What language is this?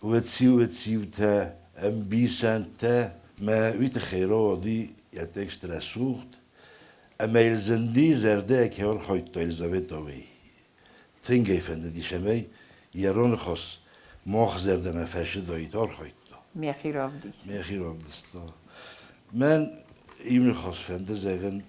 Ossetic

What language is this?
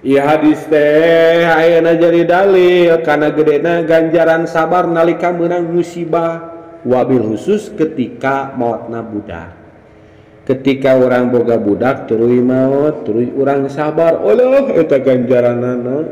Sundanese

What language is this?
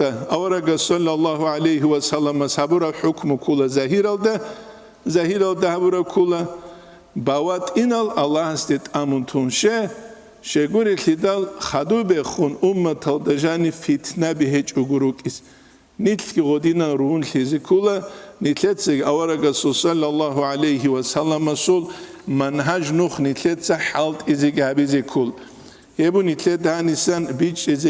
Avaric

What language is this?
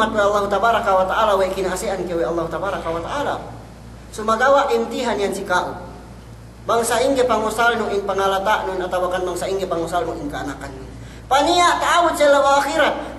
Yakan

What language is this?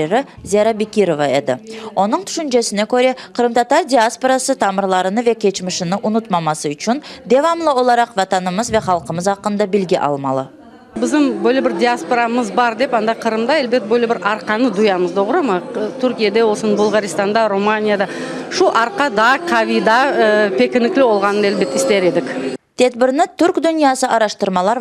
Crimean Tatar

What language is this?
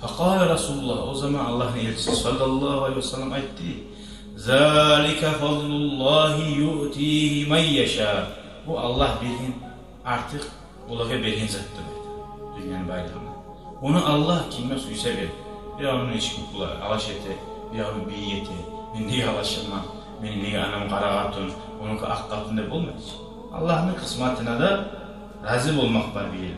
Kumyk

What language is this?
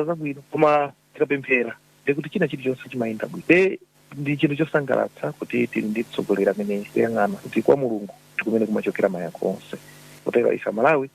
Nyanja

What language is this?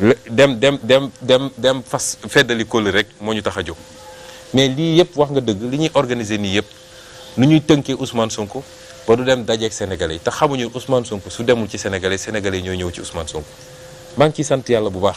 Wolof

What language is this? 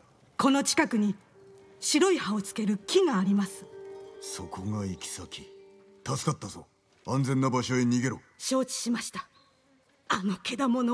Japanese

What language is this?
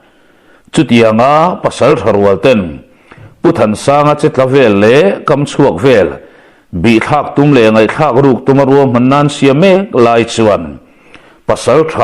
Mizo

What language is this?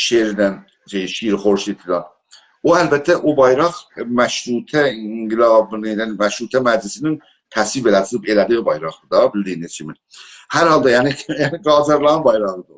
South Azerbaijani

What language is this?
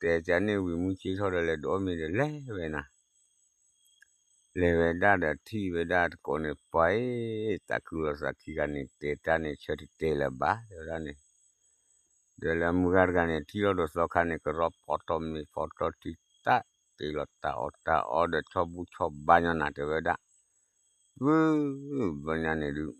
S'gaw Karen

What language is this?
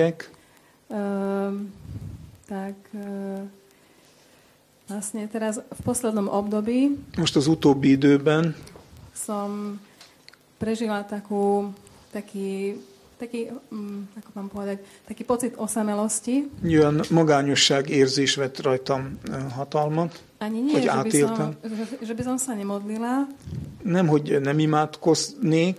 Slovak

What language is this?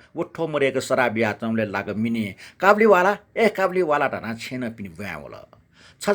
Newari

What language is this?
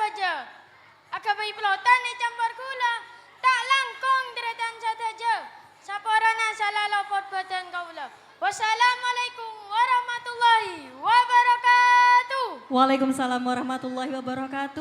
Madurese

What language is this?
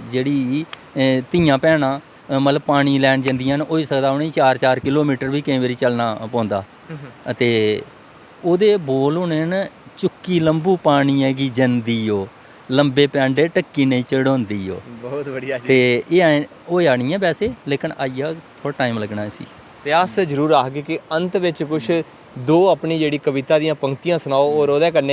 Dogri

